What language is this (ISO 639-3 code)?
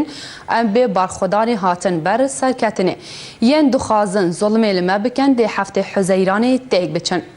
kur